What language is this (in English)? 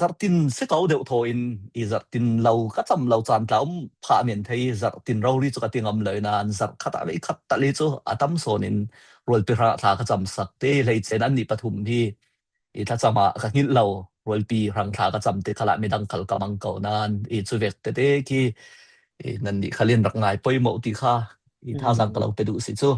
Falam Chin